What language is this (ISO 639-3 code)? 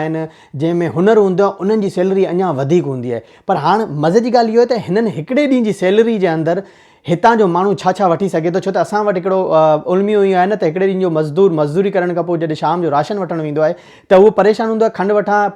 snd